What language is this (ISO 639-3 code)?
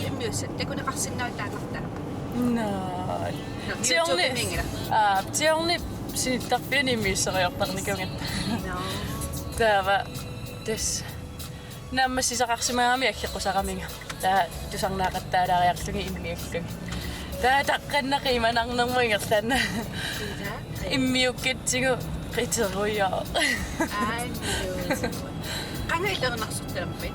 kal